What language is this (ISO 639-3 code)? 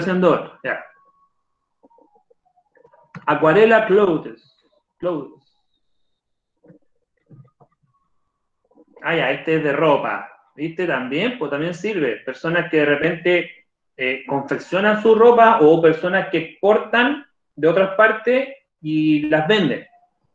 spa